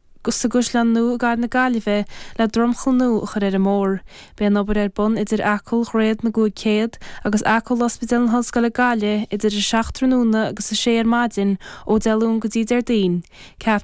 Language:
Irish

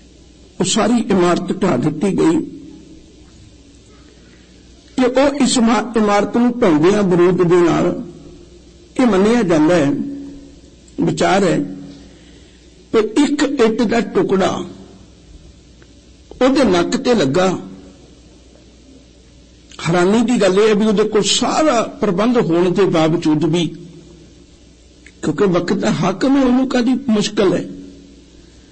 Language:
Punjabi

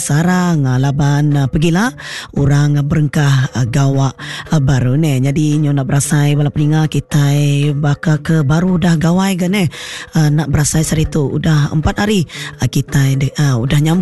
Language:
Iban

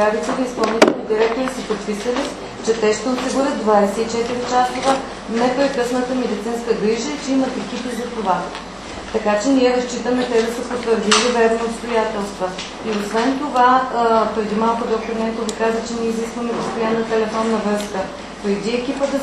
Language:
Bulgarian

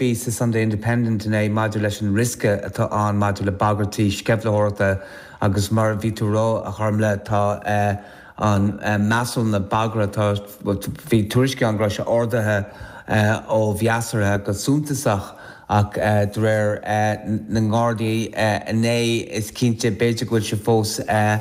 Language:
Irish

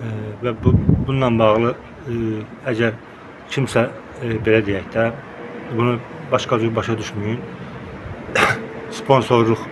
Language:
Azerbaijani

